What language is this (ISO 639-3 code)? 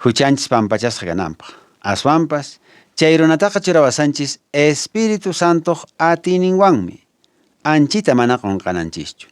que